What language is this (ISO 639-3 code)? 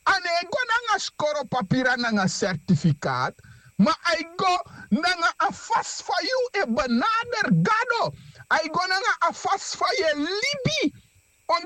srn